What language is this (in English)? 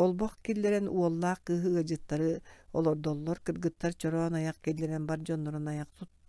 Yakut